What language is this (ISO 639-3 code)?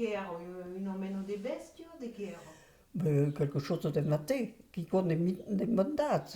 oci